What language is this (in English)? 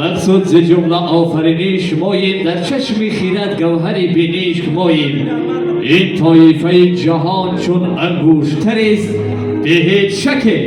Tajik